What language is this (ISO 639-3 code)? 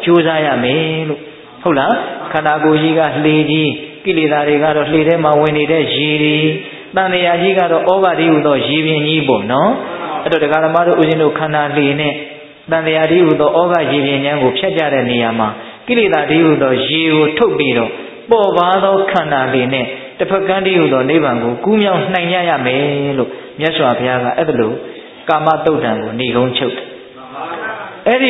mya